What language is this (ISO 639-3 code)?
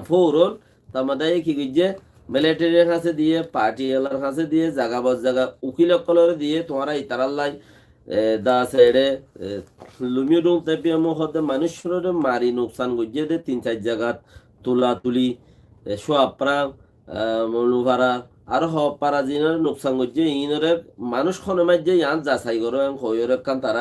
rhg